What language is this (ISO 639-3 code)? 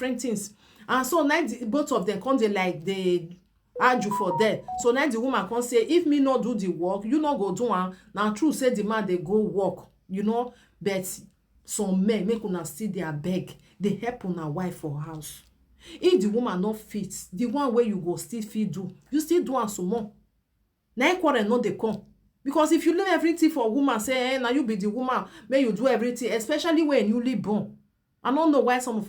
pcm